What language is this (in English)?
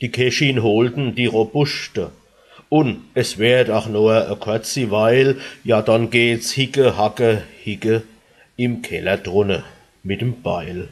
Palatine German